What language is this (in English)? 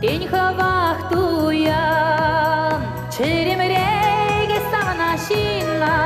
Chuvash